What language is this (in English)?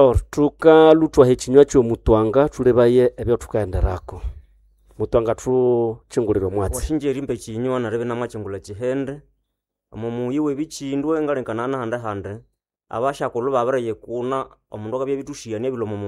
Nande